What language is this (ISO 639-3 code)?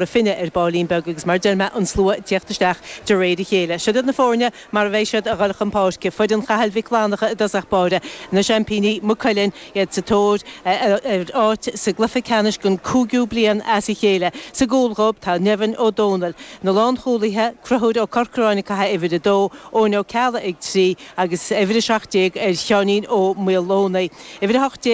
gle